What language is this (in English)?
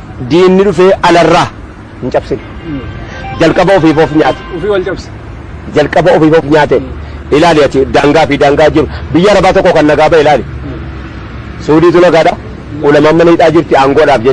Oromo